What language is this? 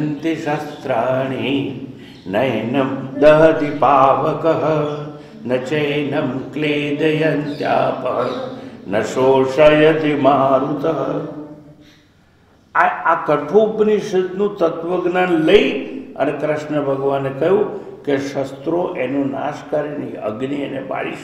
Gujarati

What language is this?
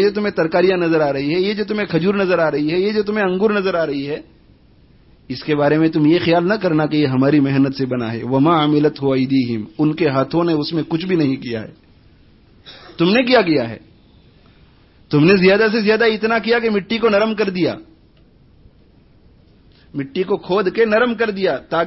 Urdu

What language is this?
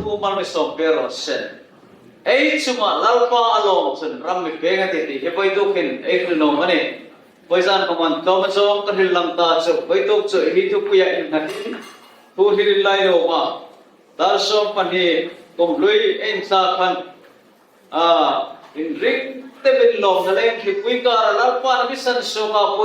Hmar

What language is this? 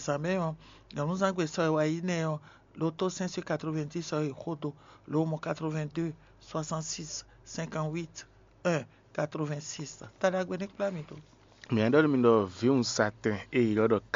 Fon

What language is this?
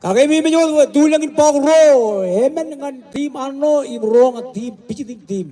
Marshallese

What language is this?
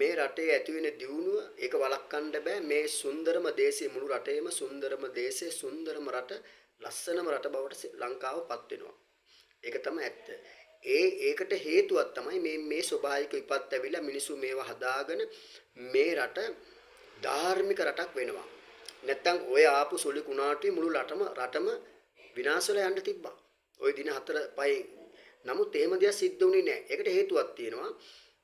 Sinhala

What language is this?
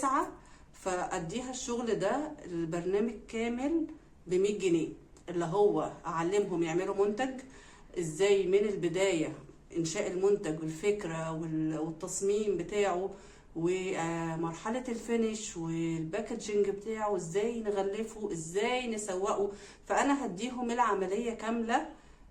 Egyptian Arabic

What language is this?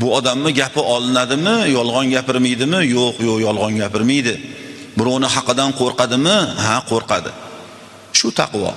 Uzbek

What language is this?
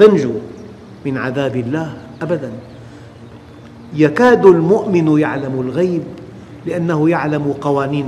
Arabic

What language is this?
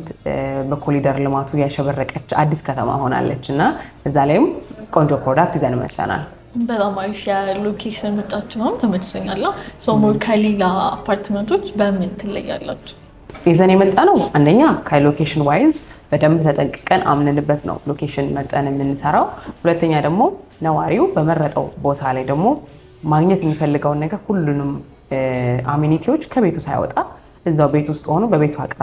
Amharic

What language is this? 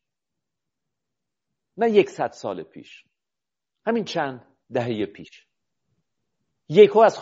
Persian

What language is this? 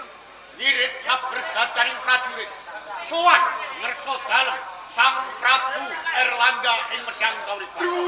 Javanese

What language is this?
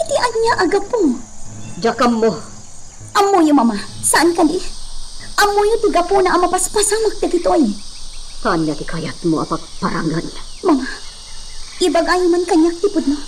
Iloko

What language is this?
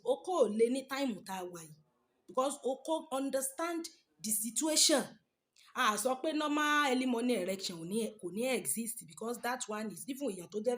Yoruba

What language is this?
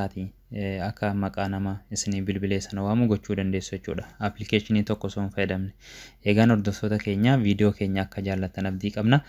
Oromo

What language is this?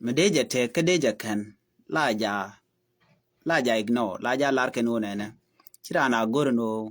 Nuer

